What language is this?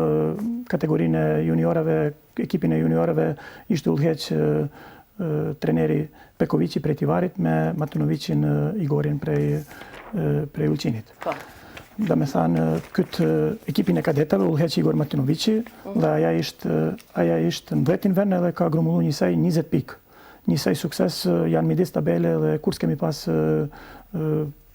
Albanian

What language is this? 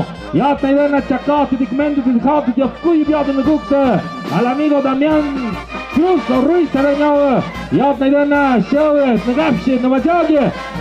Tlahuitoltepec Mixe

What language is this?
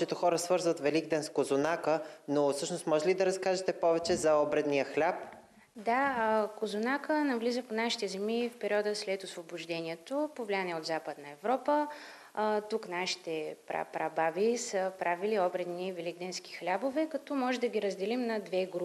Bulgarian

